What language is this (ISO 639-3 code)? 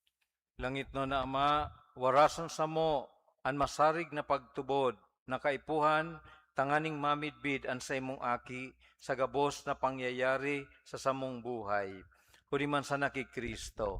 bik